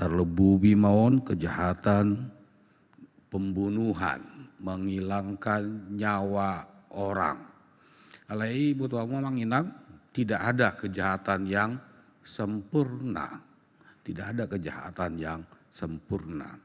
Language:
Batak Toba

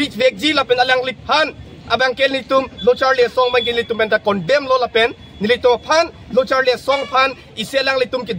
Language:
Karbi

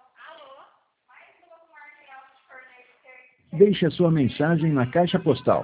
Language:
Portuguese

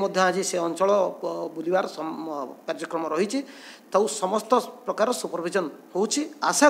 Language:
Odia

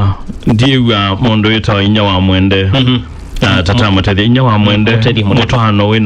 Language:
Kamba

